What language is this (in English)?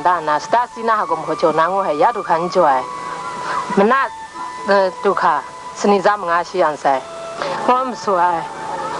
Kachin